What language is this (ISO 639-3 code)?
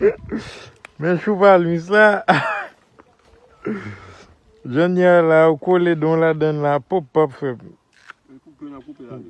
hat